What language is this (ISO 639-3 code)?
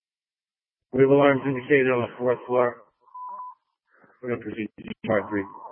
eng